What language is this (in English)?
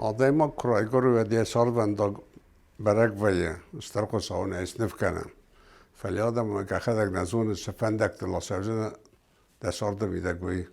Ossetic